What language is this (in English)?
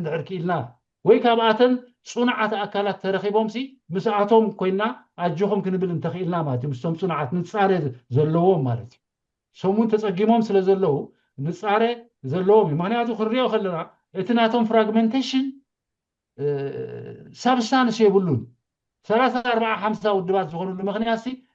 Tigrinya